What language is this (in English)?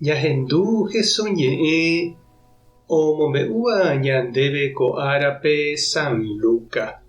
Guarani